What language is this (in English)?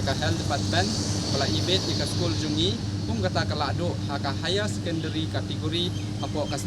Khasi